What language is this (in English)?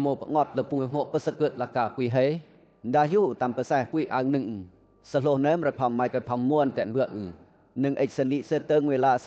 Western Lawa